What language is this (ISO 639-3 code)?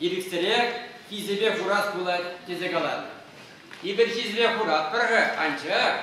chv